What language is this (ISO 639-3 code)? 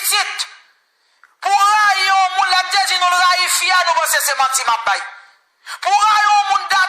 hat